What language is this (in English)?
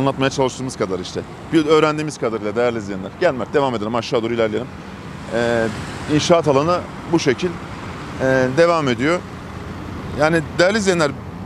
Turkish